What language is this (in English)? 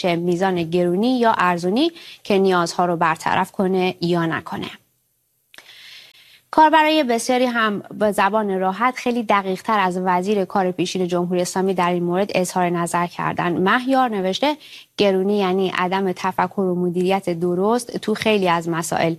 Persian